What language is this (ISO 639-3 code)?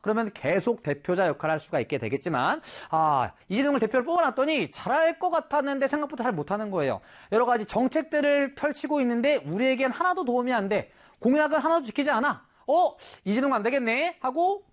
kor